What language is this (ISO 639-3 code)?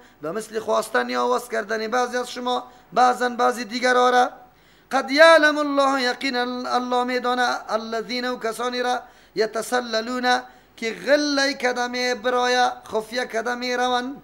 fas